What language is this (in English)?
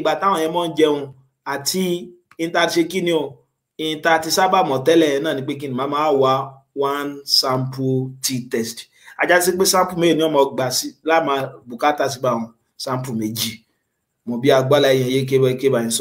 Yoruba